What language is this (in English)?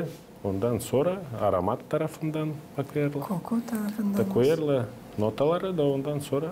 Gagauz